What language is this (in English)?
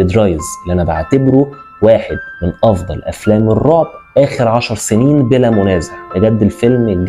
Egyptian Arabic